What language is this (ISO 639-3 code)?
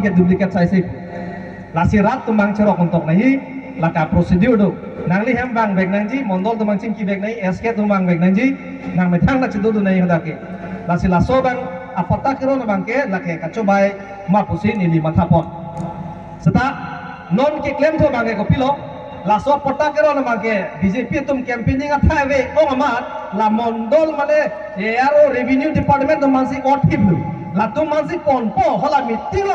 mjw